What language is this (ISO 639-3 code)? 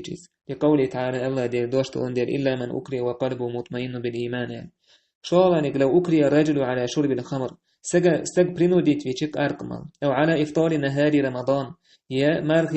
che